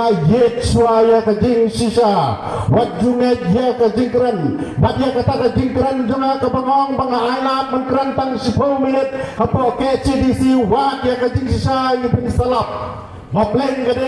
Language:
Khasi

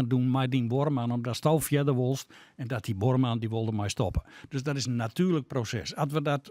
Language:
Western Frisian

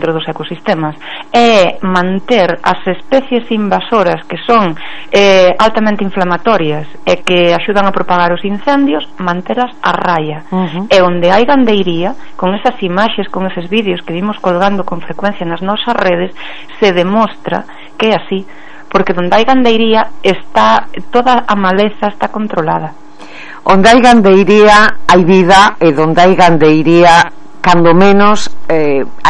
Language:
Galician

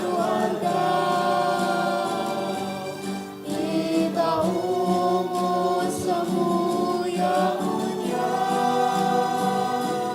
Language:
Bikol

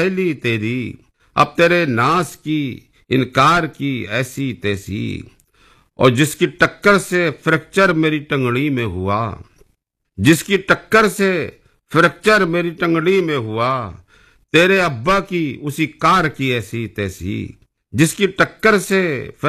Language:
Urdu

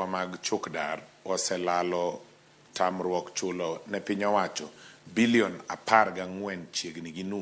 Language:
Luo (Kenya and Tanzania)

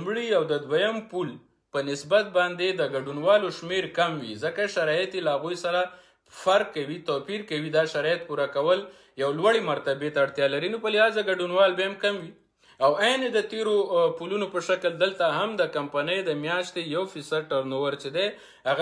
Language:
Pashto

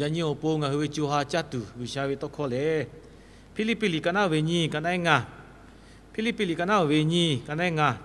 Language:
Lahu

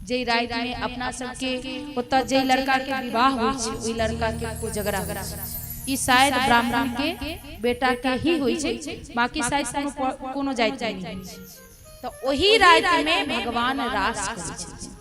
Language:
Maithili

